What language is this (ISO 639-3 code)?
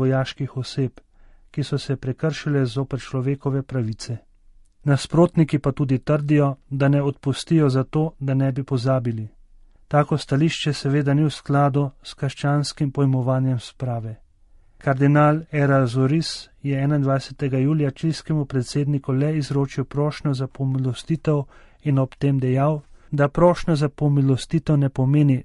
slv